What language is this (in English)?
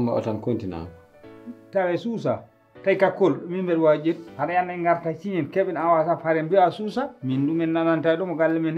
Fula